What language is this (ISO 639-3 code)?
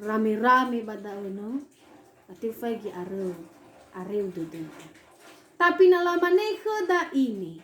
nia